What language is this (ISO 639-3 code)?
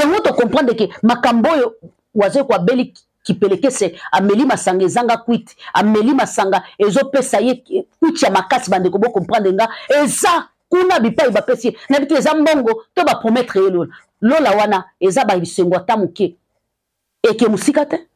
lin